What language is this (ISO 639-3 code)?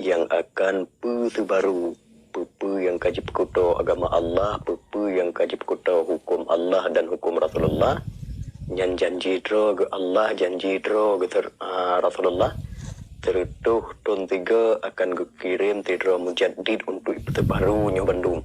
ace